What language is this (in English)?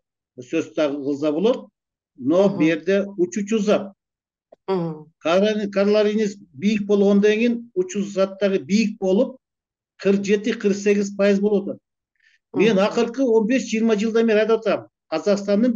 Kyrgyz